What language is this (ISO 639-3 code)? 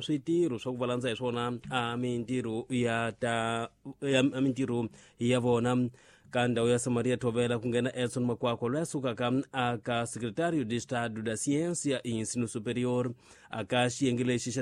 tso